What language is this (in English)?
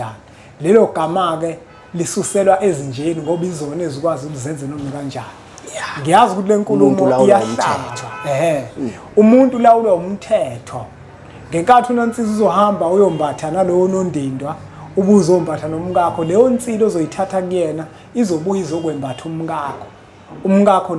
Zulu